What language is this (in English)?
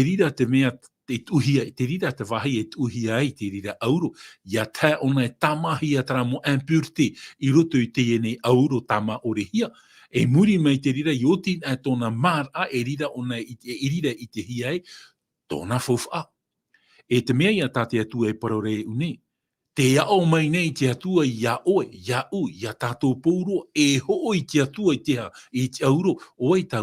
Tahitian